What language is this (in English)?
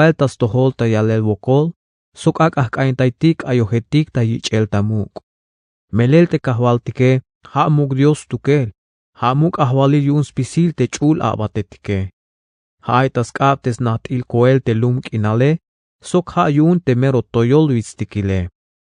Tzeltal